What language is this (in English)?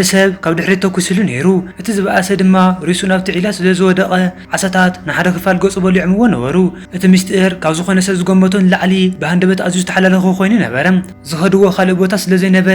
Tigrinya